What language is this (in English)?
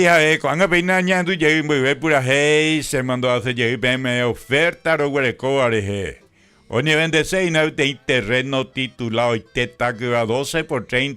Guarani